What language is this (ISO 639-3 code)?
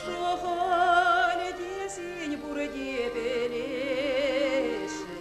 chv